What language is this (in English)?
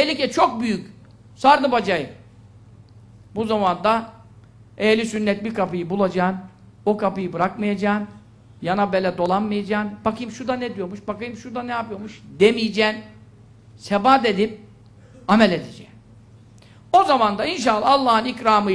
Turkish